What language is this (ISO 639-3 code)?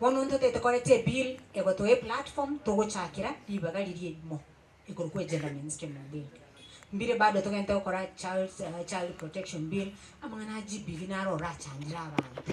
guz